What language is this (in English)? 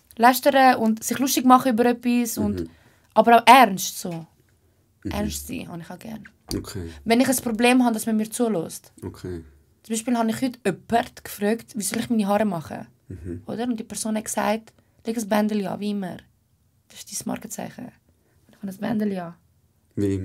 Swiss German